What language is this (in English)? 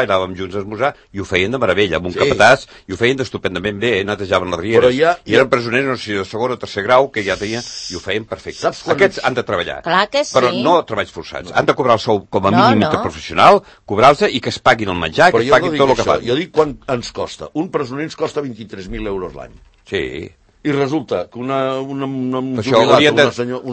Catalan